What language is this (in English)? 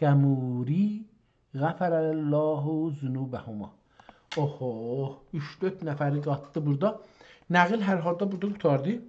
South Azerbaijani